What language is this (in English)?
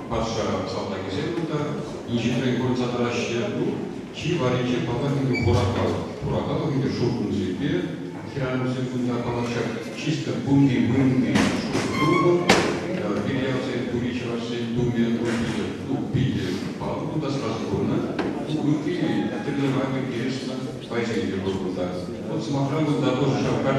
Chuvash